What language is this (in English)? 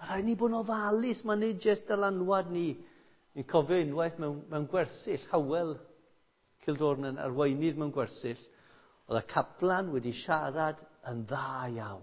Welsh